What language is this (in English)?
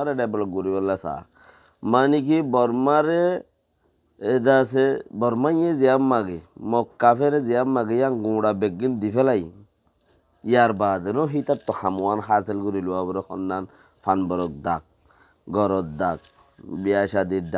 Rohingya